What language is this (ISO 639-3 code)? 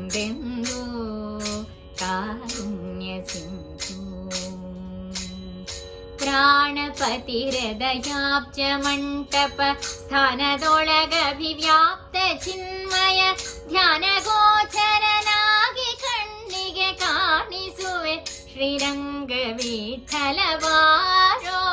kan